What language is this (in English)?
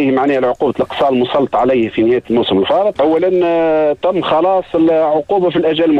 Tunisian Arabic